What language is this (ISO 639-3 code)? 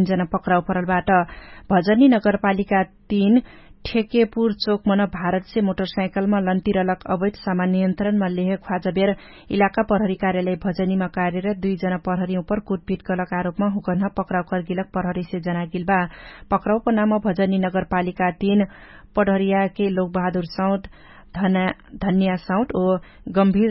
thl